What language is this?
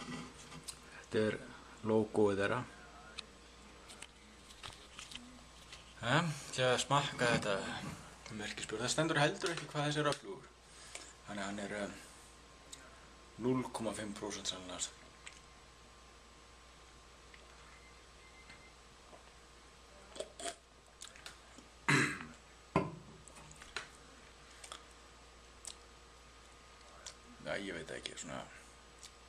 Icelandic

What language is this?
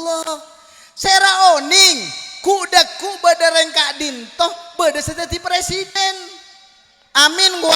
Madurese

